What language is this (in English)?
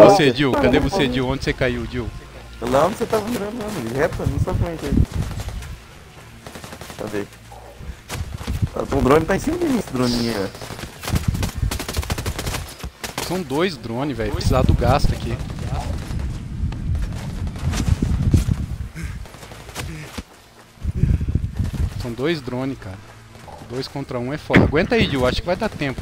Portuguese